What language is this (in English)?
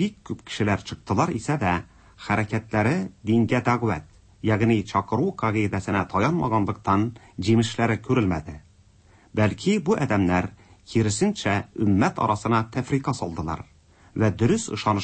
Tatar